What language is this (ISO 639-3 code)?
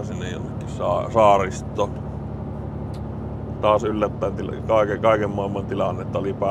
fin